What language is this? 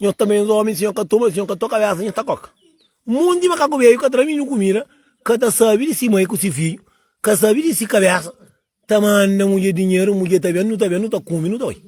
Kabuverdianu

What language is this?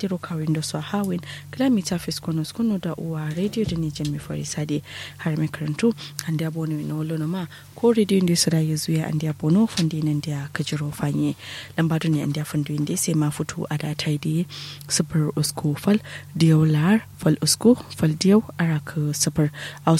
Kanuri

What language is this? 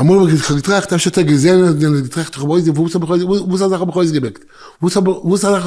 Yiddish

